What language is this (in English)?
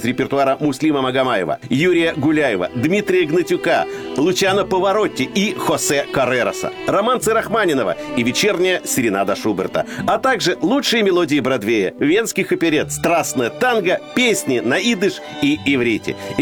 Russian